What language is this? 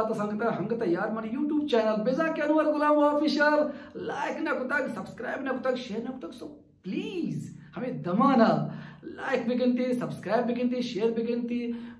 Baluchi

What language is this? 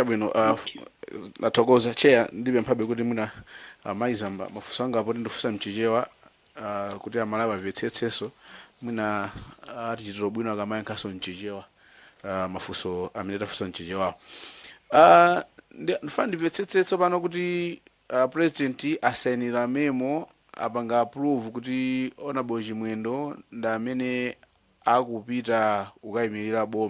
Nyanja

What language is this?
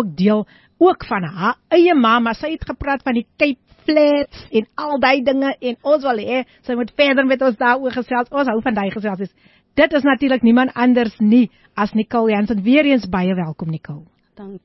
Afrikaans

